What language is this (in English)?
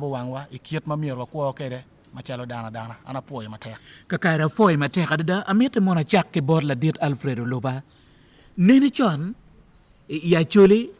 Acoli